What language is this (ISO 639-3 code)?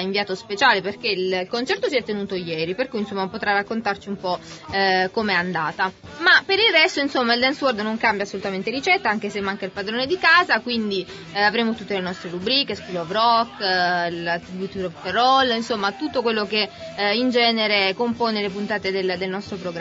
ita